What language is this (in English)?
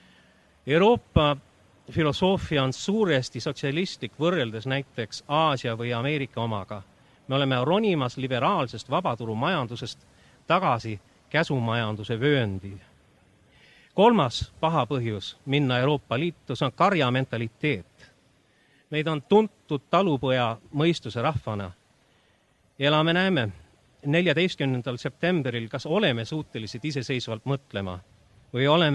Estonian